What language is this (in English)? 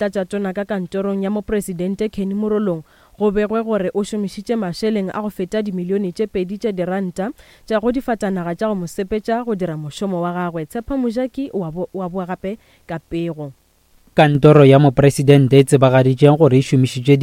Northern Sotho